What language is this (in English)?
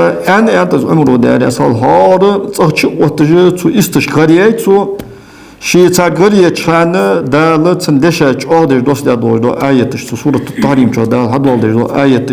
Ingush